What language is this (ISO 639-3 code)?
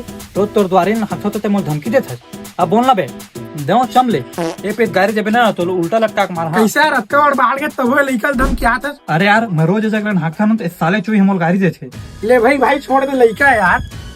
hne